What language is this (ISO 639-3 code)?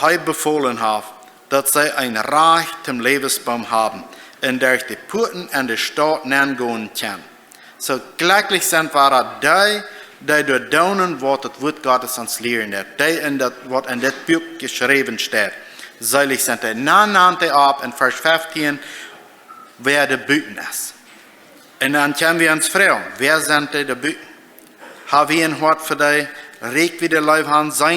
pdt